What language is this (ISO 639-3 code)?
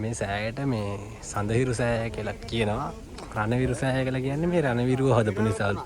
sin